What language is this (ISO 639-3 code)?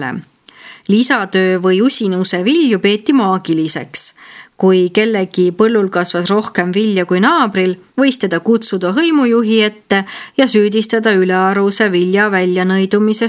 est